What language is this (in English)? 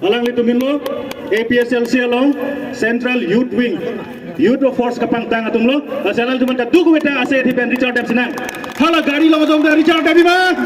Karbi